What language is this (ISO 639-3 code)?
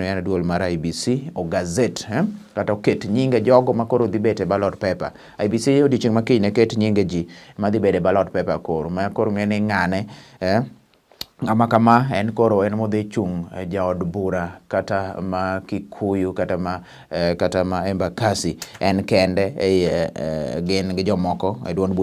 luo